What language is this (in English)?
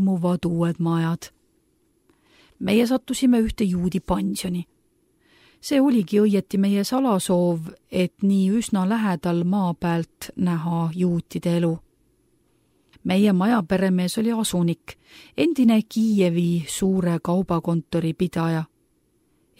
Estonian